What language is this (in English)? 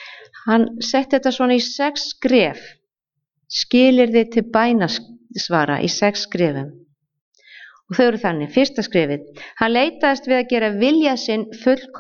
Icelandic